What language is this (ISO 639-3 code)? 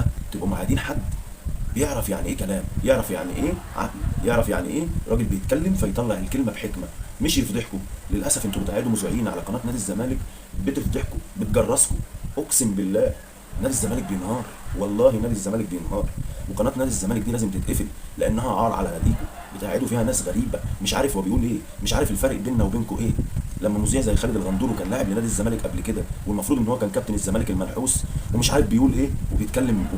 arz